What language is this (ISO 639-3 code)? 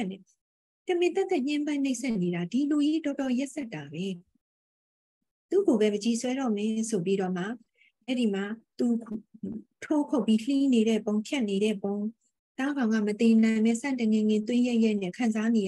mya